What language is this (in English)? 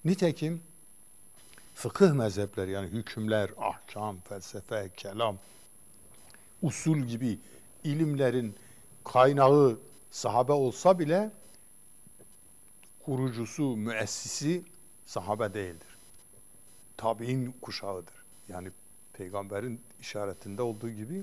Turkish